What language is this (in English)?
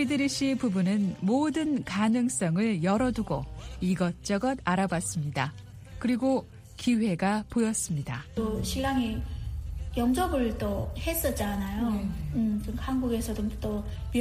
Korean